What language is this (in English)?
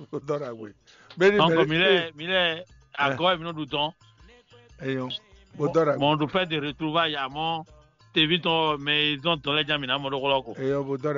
Fon